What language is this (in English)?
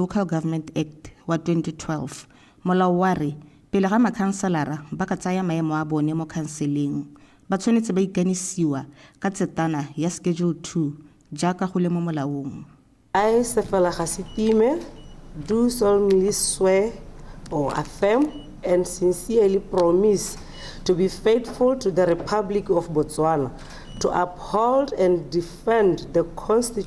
Tswana